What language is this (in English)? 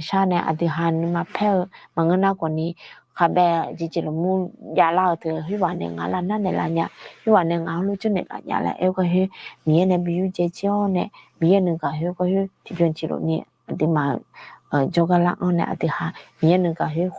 Akha